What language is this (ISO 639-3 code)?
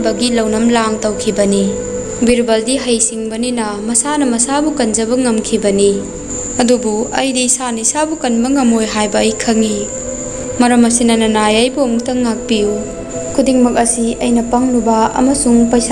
mni